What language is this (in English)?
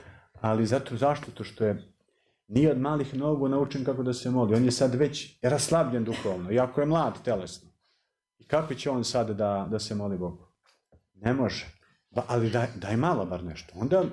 Serbian